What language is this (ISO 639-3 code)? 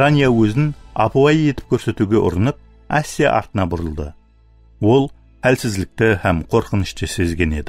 kaa